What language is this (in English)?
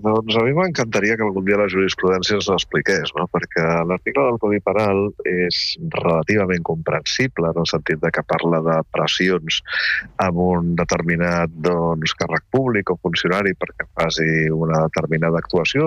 Catalan